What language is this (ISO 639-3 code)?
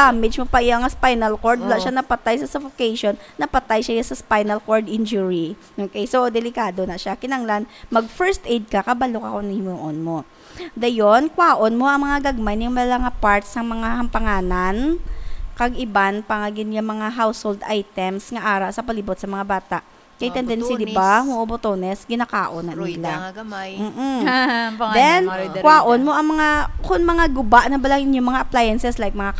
hil